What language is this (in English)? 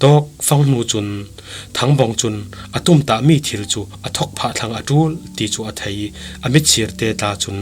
Falam Chin